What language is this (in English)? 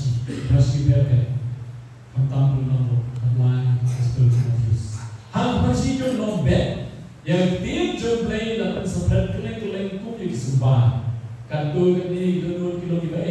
Khasi